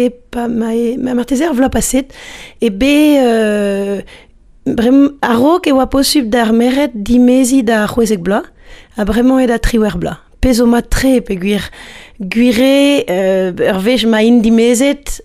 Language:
Breton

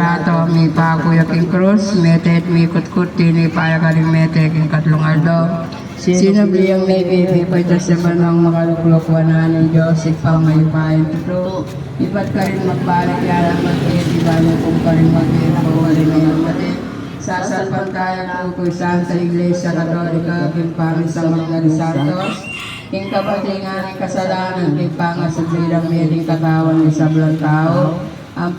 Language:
Pampanga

